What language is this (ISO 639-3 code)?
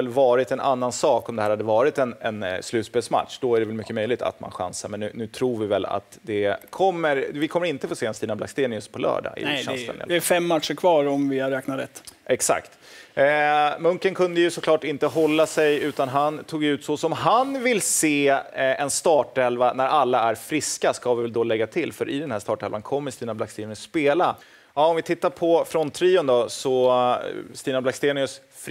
swe